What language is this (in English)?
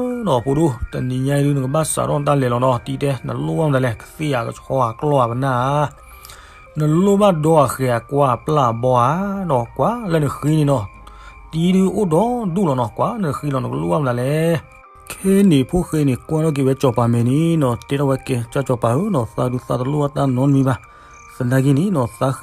S'gaw Karen